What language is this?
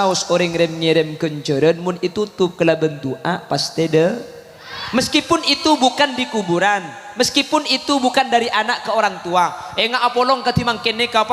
Madurese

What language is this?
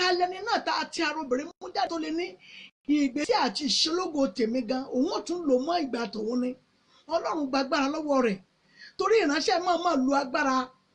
Yoruba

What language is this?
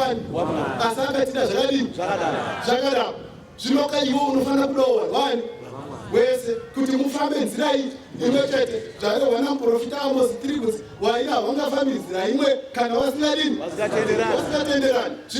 Shona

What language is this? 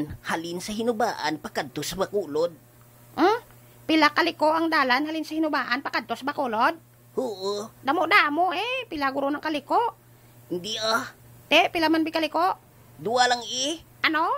Hiligaynon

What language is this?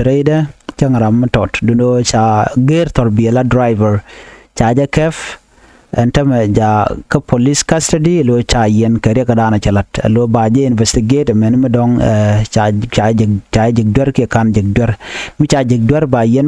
Nuer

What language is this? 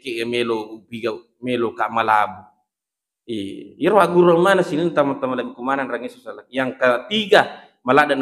Buginese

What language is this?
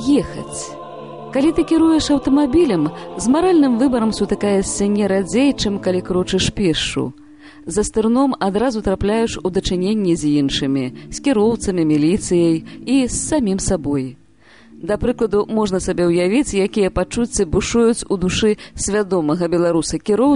Belarusian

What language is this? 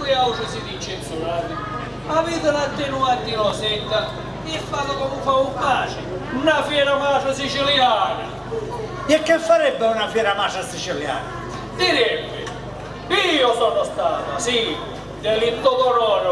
Sicilian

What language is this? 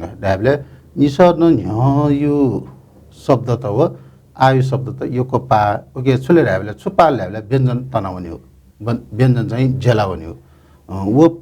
Newari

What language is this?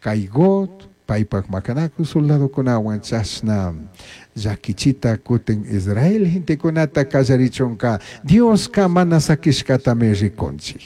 Chimborazo Highland Quichua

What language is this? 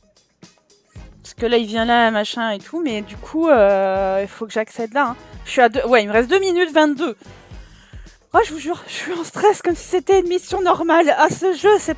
French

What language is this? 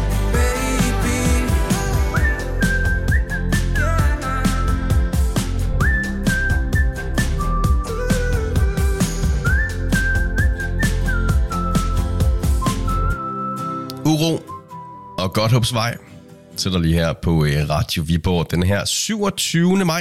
Danish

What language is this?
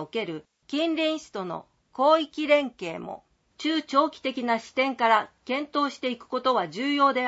Japanese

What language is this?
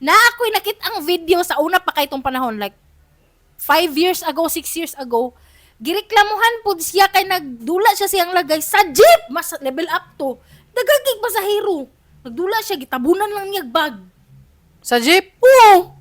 Cebuano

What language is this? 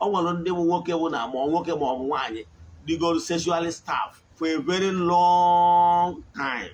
Igbo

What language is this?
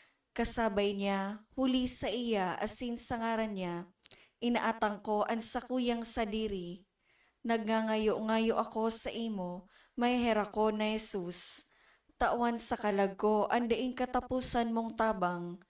Bikol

